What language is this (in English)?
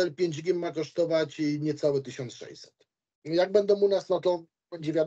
Polish